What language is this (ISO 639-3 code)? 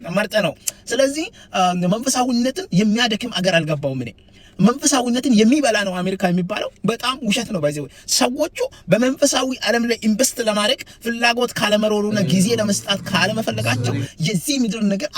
amh